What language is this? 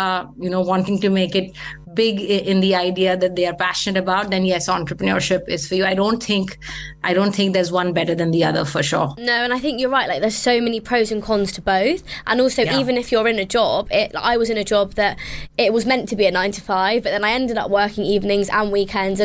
English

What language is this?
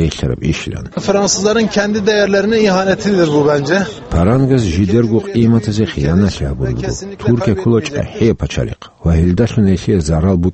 Avaric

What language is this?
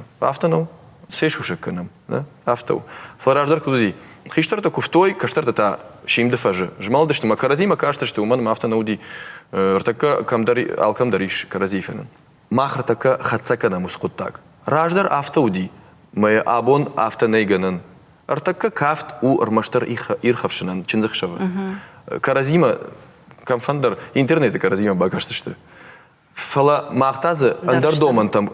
Ossetic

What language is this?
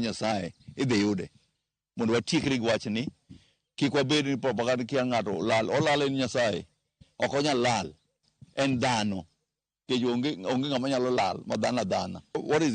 Luo (Kenya and Tanzania)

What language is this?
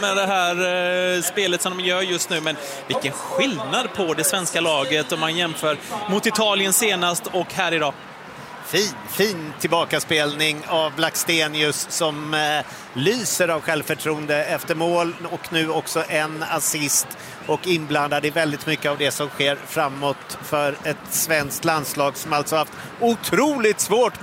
Swedish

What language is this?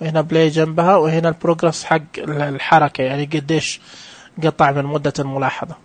Najdi Arabic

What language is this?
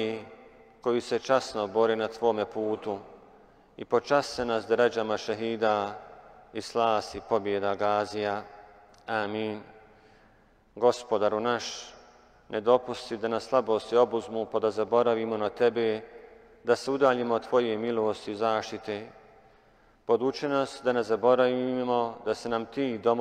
Bosnian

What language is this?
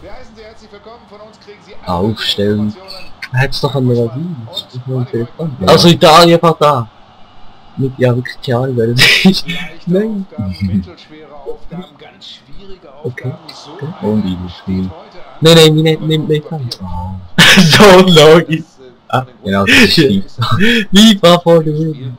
Swiss German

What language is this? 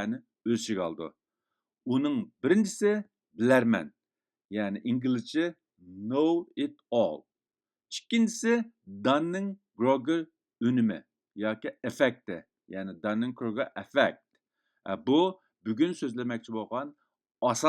Uyghur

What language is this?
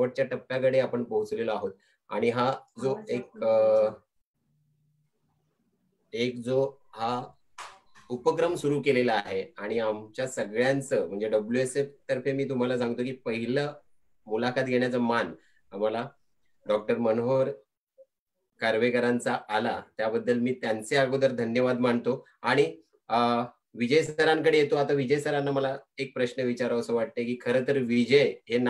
Marathi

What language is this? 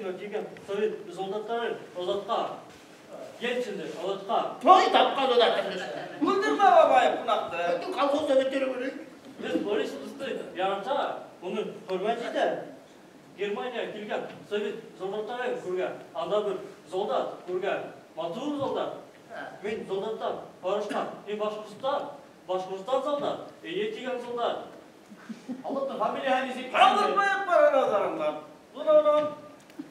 Bashkir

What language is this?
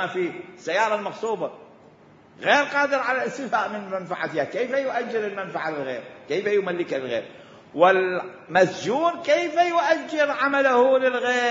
Mesopotamian Arabic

